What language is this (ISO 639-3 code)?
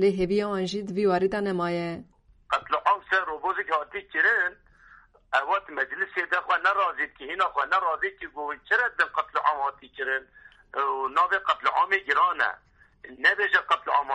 kur